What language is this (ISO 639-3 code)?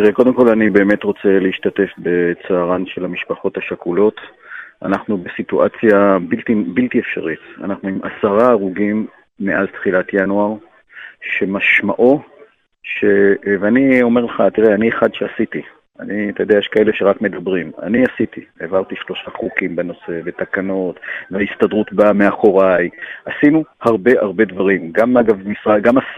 heb